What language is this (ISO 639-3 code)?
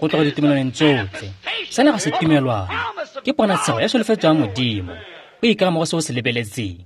tsn